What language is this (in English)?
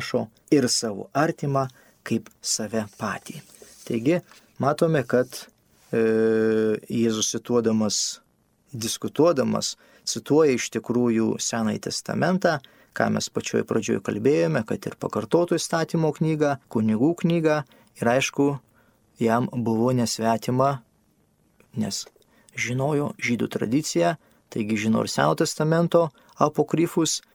Lithuanian